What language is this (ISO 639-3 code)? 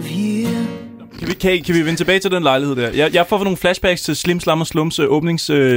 dan